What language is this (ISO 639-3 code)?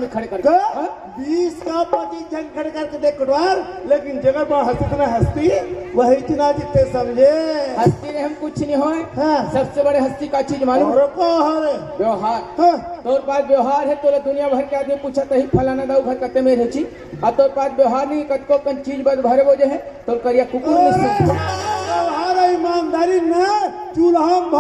hne